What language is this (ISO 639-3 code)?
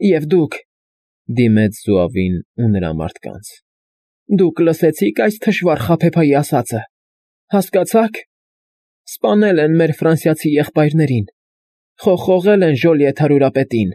hye